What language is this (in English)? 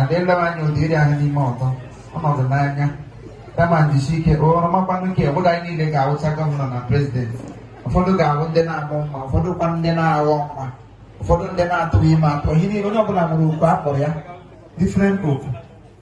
Igbo